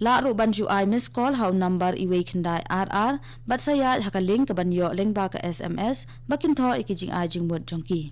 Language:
Khasi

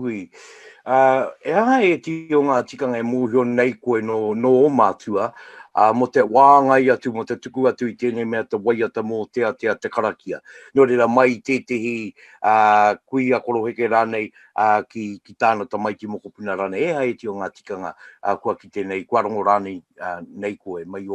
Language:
Māori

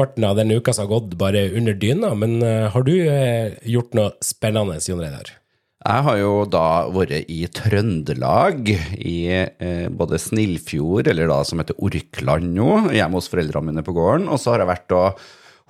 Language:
Norwegian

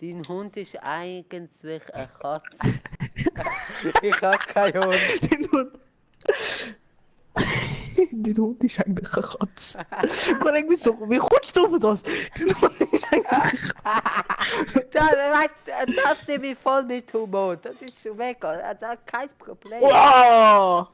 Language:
Swiss German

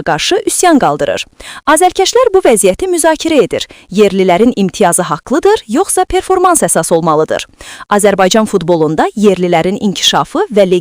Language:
Azerbaijani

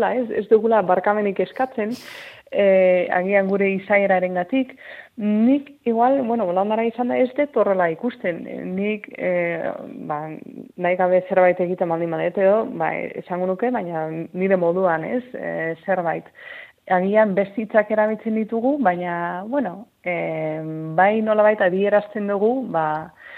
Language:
Basque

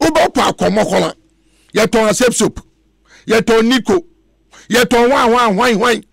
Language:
Akan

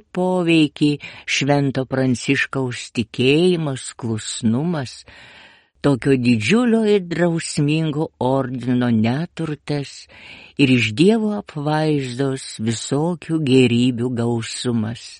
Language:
Lithuanian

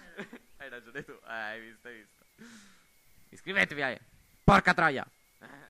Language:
Italian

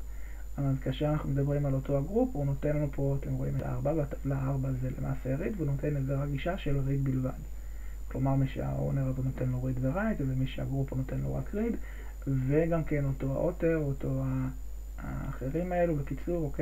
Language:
Hebrew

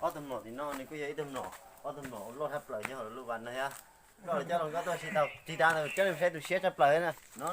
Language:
Hmong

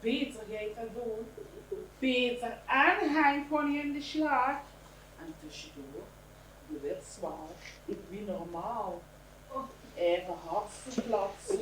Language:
Limburgish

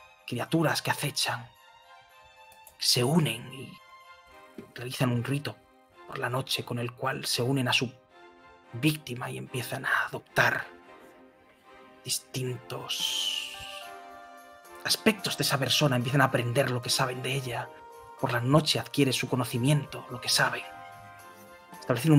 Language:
Spanish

